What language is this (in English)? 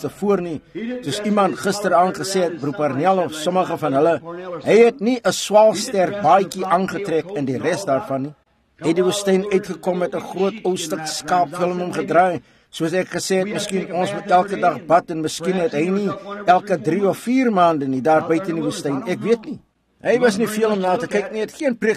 Afrikaans